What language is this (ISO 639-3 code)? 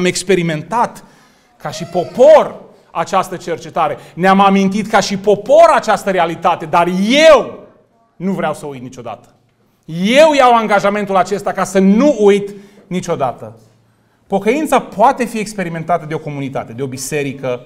ron